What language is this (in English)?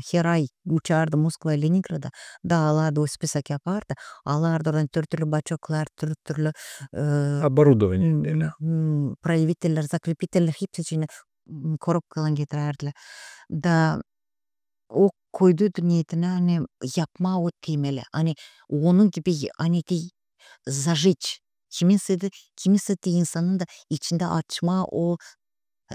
Gagauz